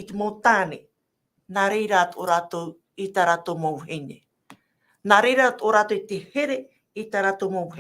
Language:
Tahitian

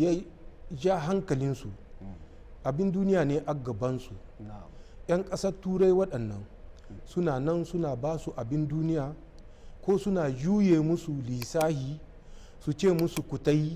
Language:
Hausa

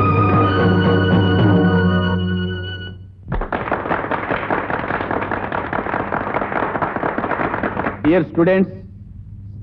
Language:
Telugu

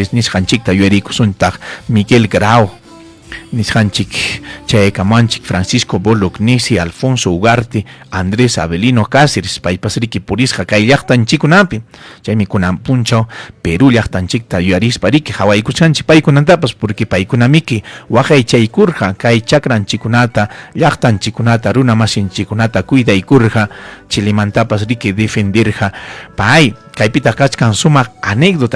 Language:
Ayacucho Quechua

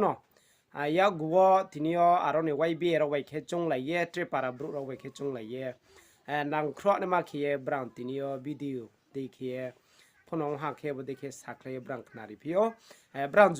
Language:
Riang (India)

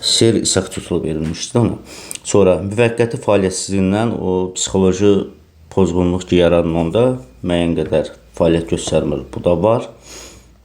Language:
Azerbaijani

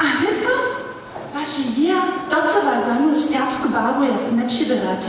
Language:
Upper Sorbian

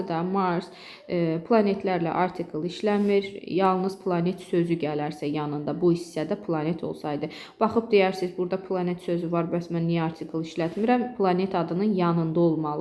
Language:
Azerbaijani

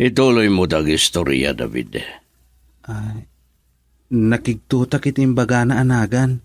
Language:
Iloko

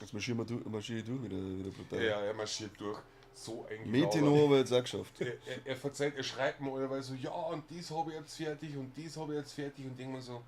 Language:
Bavarian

